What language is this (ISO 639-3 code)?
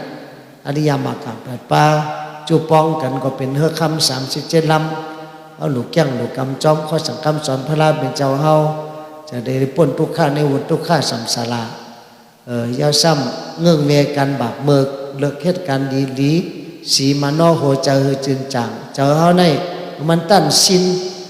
shn